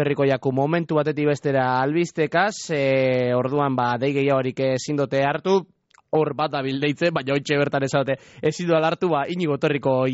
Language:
Basque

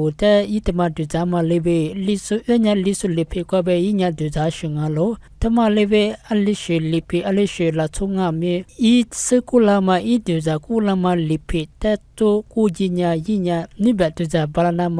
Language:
Lisu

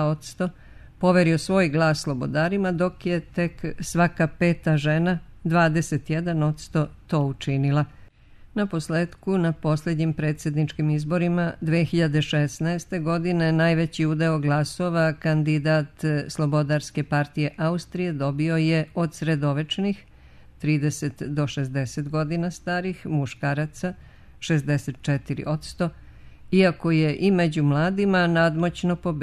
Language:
Bosnian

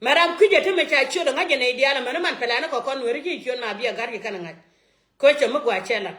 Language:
Nuer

